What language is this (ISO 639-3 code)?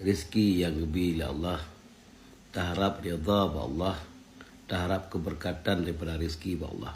ace